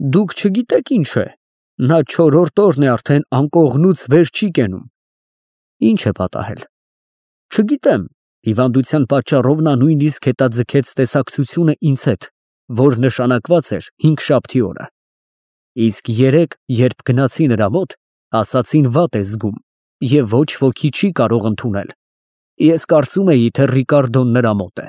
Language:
Armenian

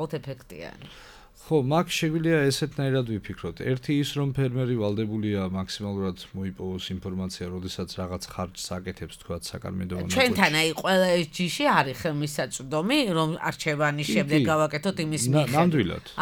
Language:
Georgian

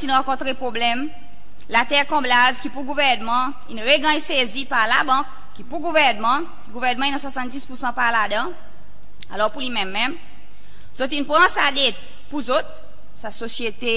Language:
Seselwa Creole French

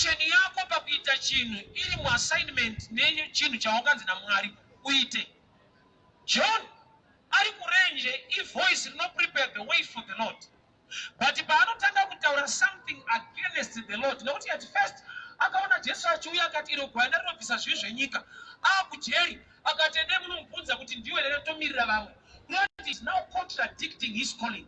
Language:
Shona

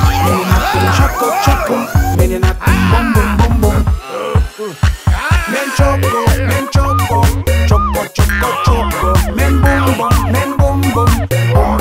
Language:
Kyrgyz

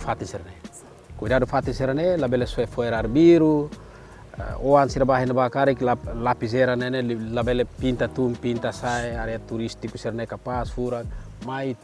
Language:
Tetum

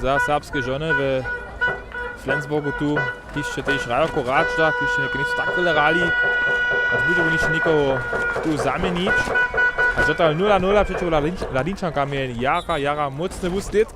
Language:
Upper Sorbian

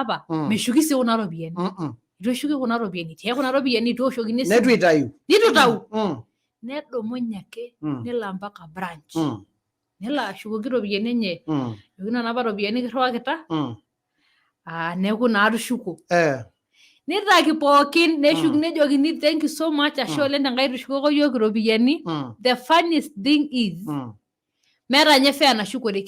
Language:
Masai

